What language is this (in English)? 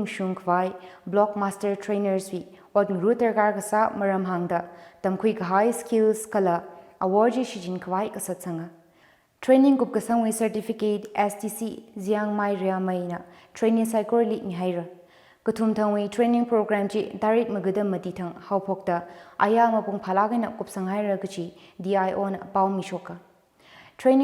Tangkhul Naga (India)